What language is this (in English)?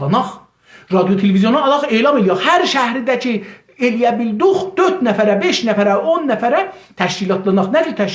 South Azerbaijani